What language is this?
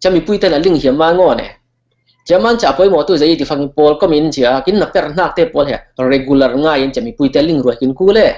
Falam Chin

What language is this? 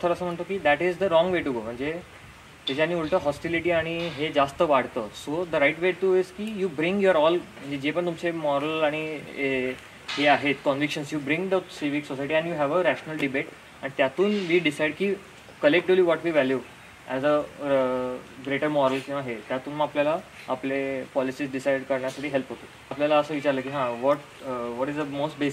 Marathi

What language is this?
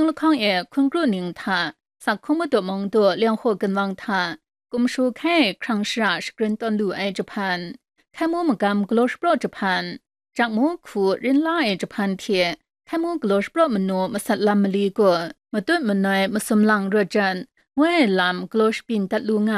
Kachin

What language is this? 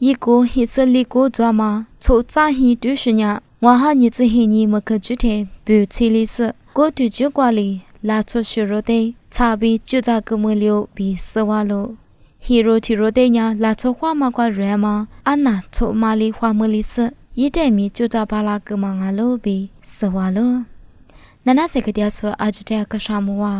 Lisu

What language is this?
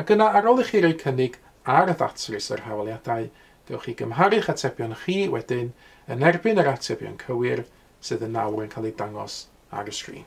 Welsh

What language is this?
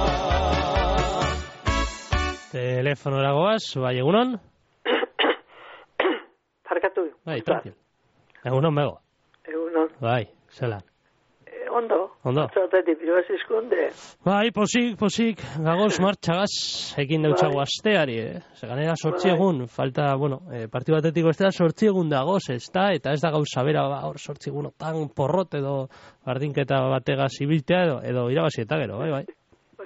Basque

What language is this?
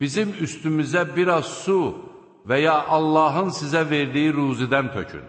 Azerbaijani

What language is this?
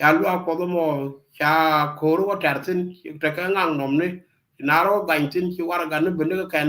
Nuer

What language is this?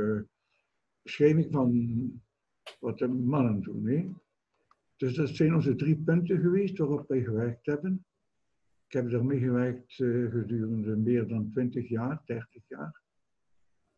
Dutch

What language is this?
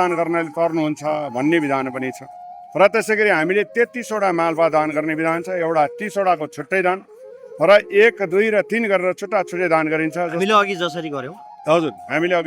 Nepali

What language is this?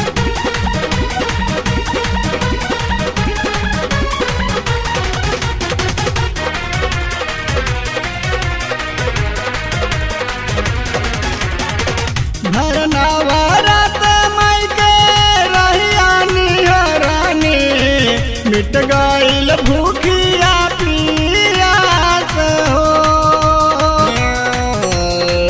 Bhojpuri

